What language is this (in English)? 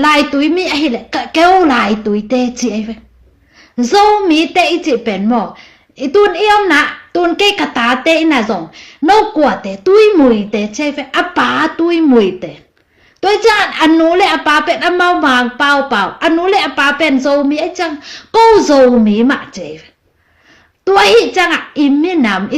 Tedim Chin